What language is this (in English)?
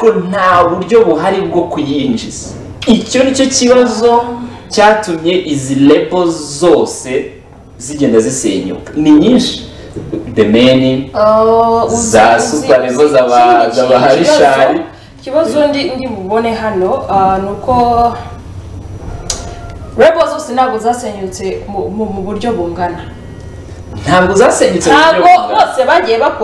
Kinyarwanda